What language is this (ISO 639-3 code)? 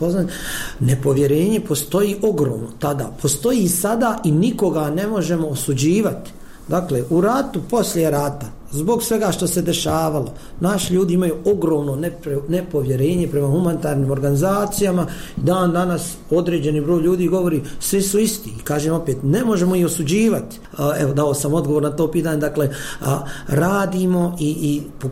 bos